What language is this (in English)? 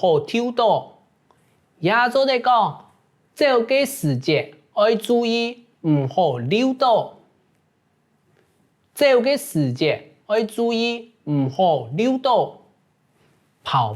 Hakka Chinese